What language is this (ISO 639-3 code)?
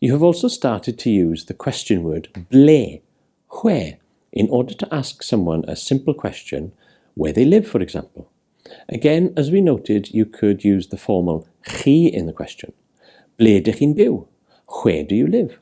eng